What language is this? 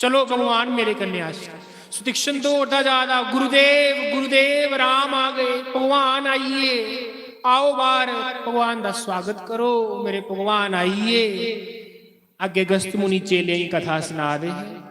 Dogri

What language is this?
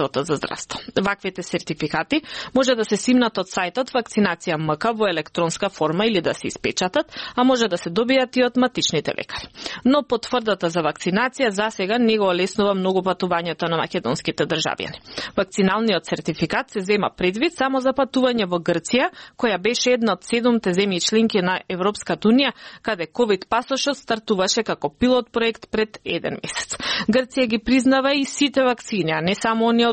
Macedonian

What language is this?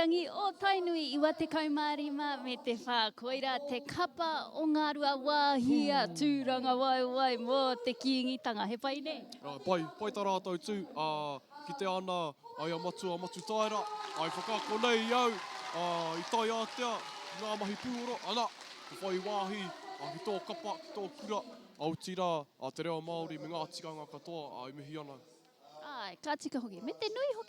Māori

